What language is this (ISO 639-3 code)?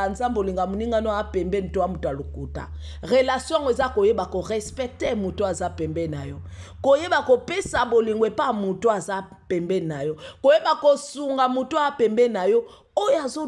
lin